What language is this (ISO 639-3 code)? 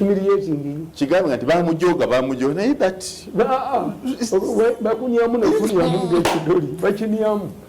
lug